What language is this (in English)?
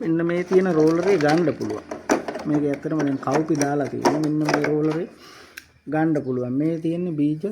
Sinhala